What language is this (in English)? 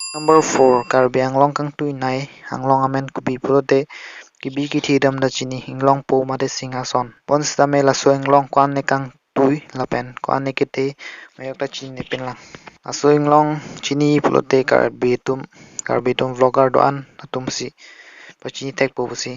Karbi